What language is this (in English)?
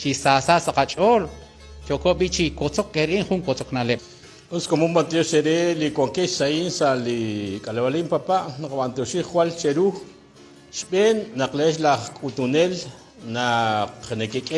Kekchí